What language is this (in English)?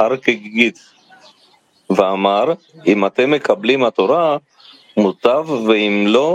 Hebrew